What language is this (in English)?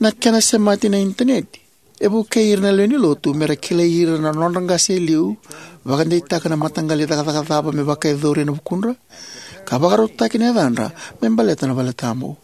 Fijian